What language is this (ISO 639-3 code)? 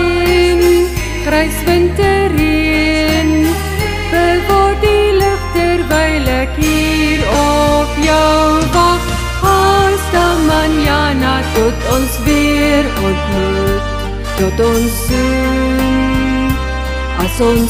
afr